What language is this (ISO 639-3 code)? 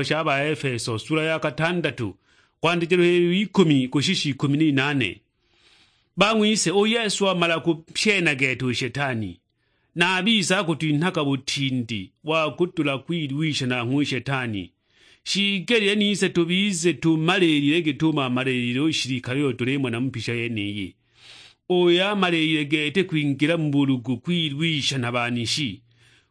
suk